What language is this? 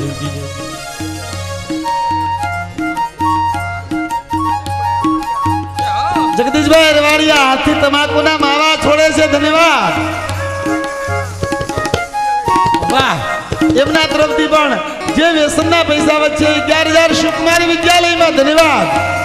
Gujarati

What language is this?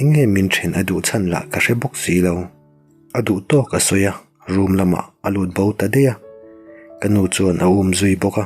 Mizo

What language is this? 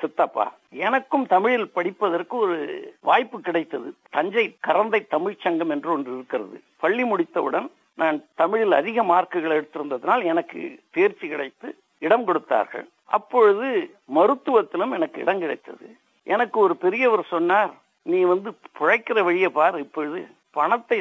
Tamil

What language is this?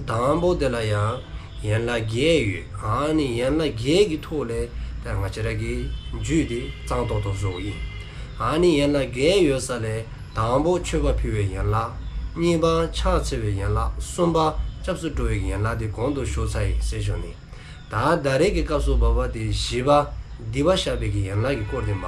Dzongkha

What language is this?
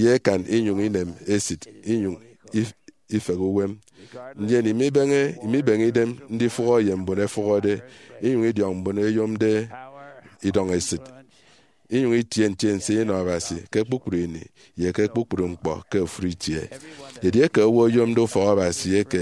Efik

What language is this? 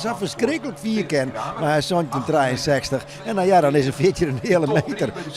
Western Frisian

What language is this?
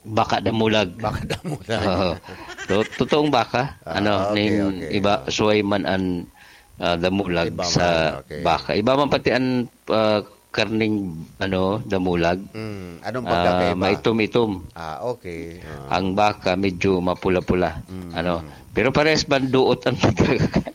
Bikol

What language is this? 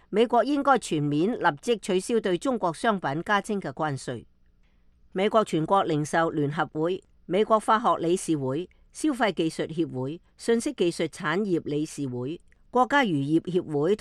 Cantonese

